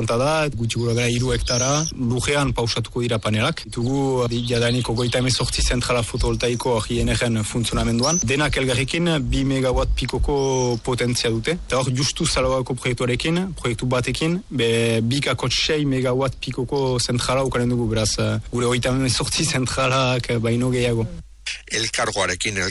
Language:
Basque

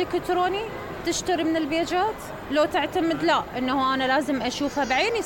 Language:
Mesopotamian Arabic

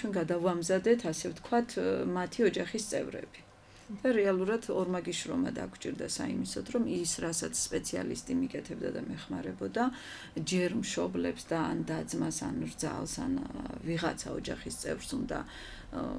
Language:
Georgian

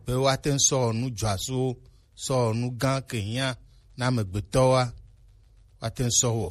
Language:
Gen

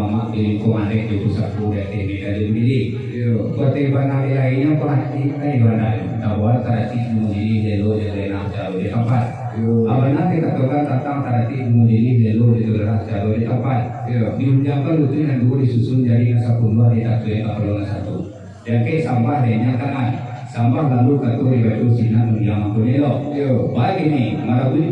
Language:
Minangkabau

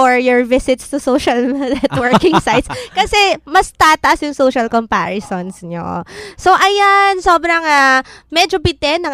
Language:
Filipino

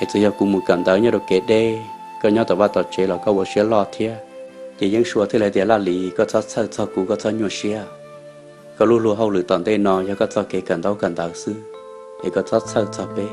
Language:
Hmong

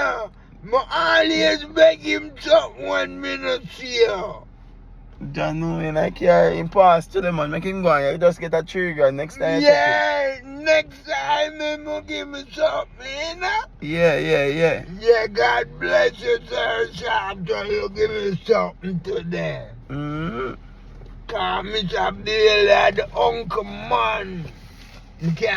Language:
Jamaican Creole English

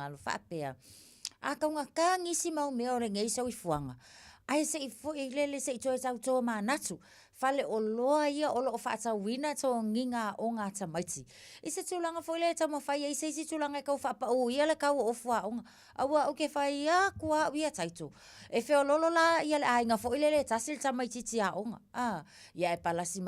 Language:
Samoan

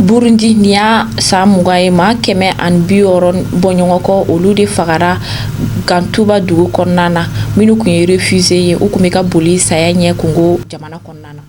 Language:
Bambara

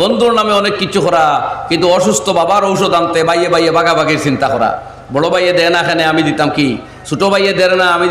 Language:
Sylheti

